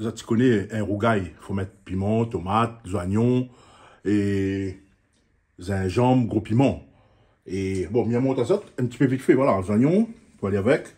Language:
Réunion Creole French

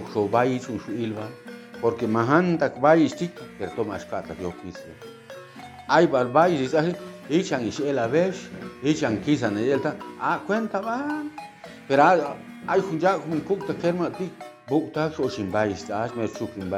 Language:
Chuj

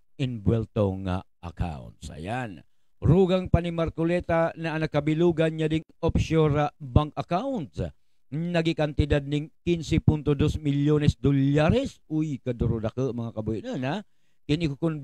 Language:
Buhi'non Bikol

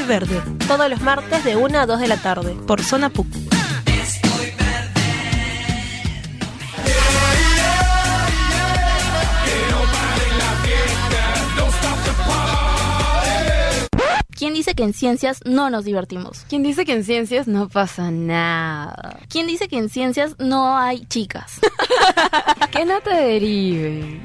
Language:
Spanish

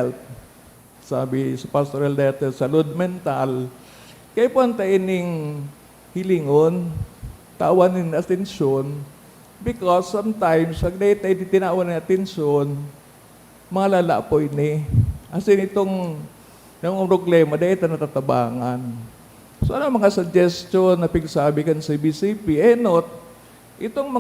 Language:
Bikol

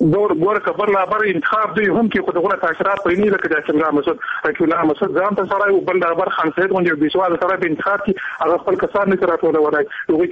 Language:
Persian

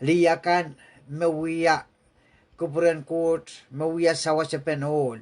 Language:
Pohnpeian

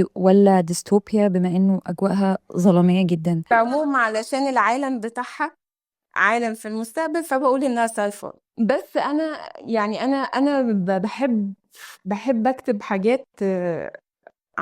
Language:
Egyptian Arabic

